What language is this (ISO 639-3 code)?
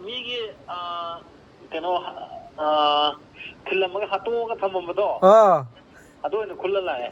mni